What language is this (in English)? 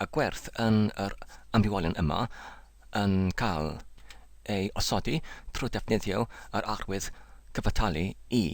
Welsh